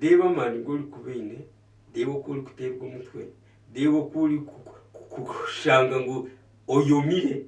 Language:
Nyankole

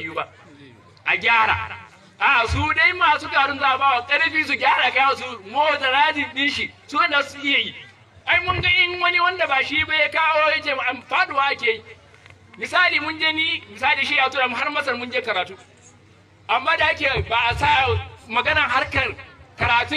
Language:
Hausa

